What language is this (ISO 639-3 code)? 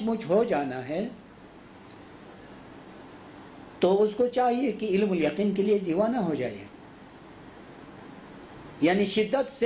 urd